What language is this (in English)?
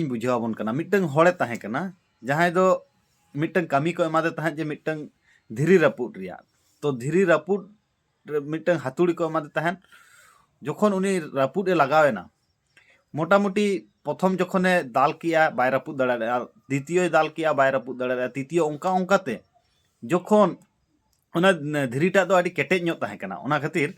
Santali